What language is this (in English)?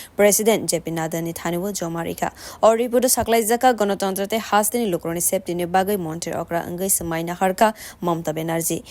Kok Borok